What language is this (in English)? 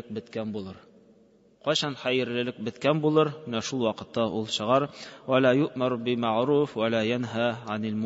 Tatar